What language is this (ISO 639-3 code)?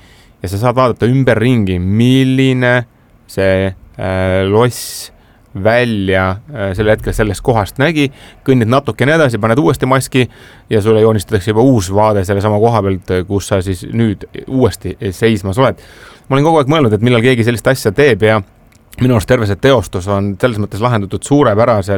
est